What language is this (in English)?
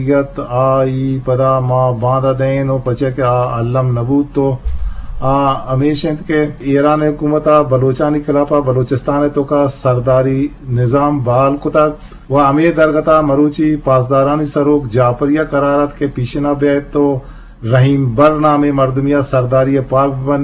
Eastern Balochi